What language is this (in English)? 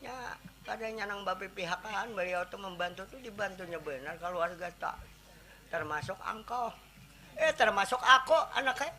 Banjar